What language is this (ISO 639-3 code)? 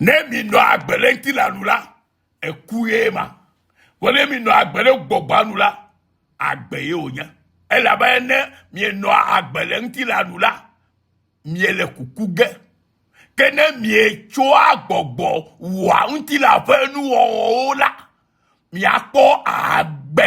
ewe